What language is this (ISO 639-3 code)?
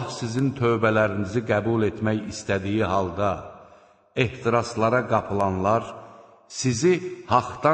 aze